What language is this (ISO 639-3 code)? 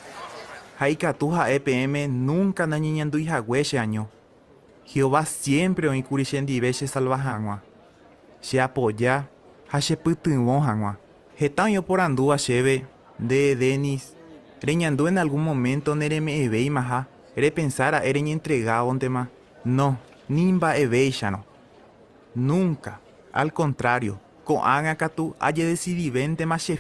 grn